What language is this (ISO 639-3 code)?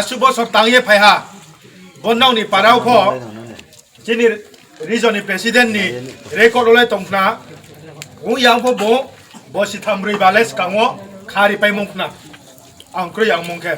ria